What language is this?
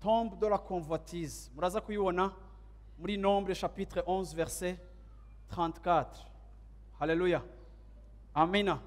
Rundi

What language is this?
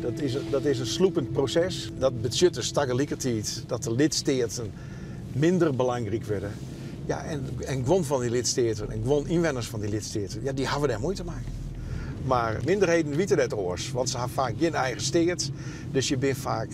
Western Frisian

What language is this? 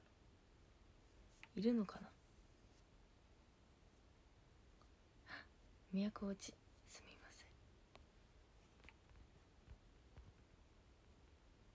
Japanese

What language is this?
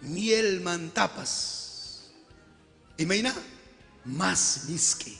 Ayacucho Quechua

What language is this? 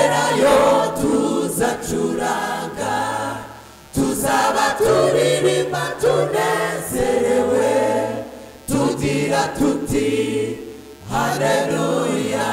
Kinyarwanda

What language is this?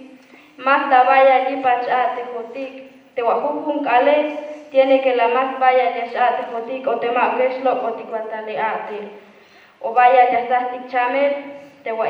Tzeltal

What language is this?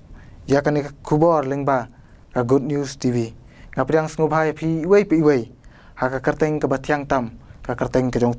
Khasi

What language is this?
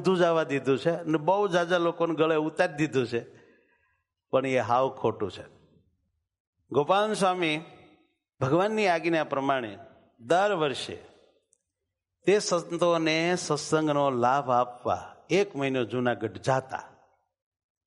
Gujarati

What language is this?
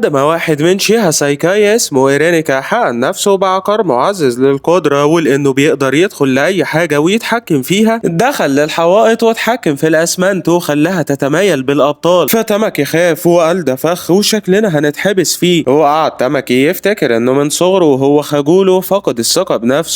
Egyptian Arabic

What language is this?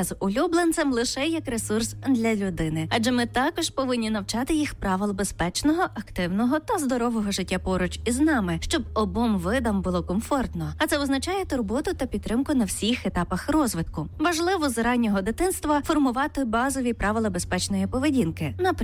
Ukrainian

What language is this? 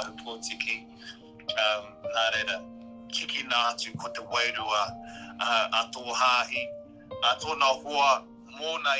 Māori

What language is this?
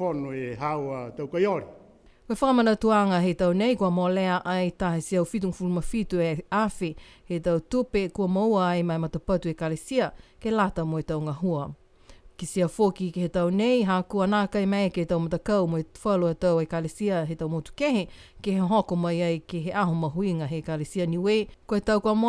Niuean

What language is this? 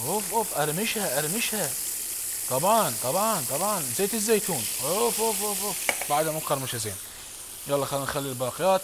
Mesopotamian Arabic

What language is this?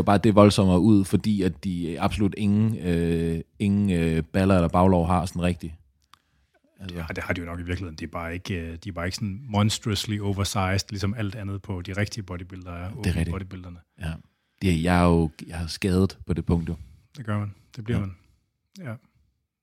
Danish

